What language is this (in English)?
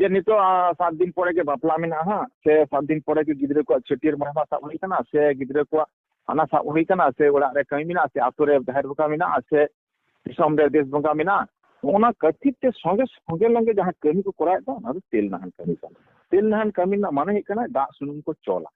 Santali